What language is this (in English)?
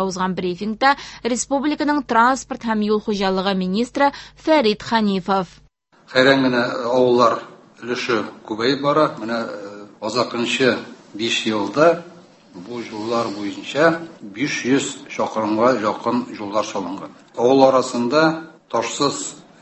Tatar